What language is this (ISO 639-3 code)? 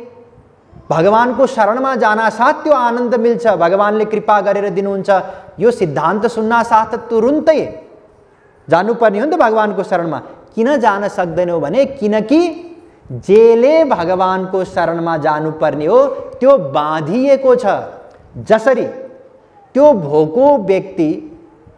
nep